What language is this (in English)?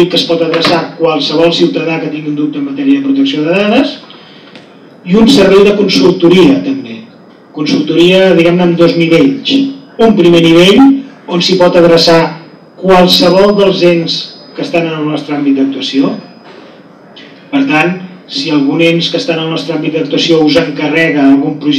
Catalan